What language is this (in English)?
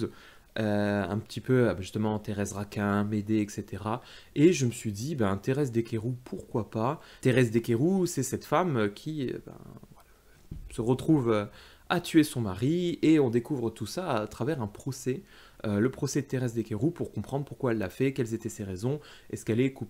French